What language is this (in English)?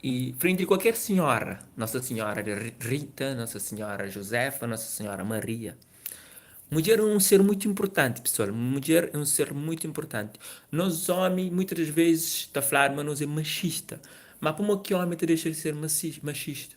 Kabuverdianu